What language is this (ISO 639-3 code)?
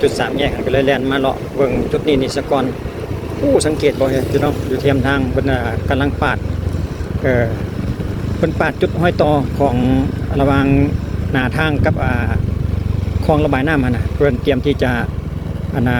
lao